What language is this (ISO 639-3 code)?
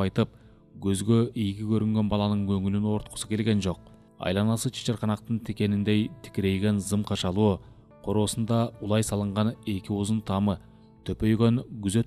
kir